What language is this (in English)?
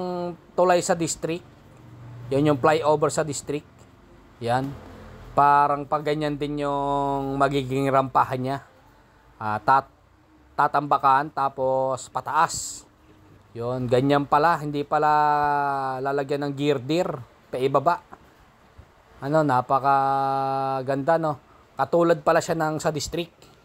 Filipino